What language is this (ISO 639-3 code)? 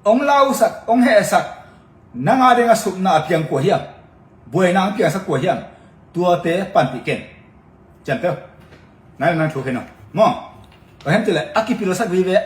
ctd